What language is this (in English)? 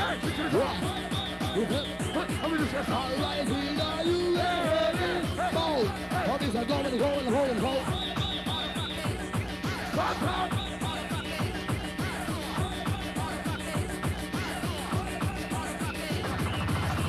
English